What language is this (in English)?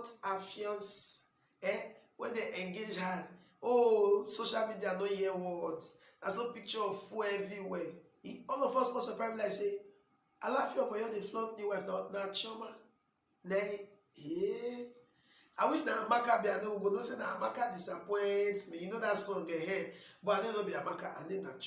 Nigerian Pidgin